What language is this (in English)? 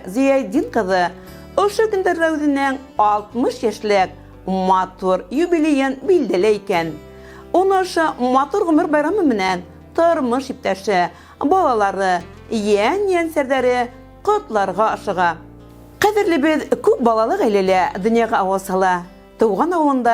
Bashkir